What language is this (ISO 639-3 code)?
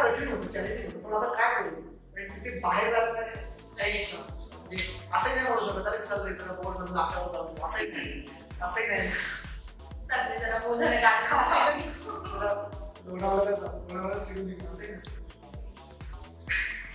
mar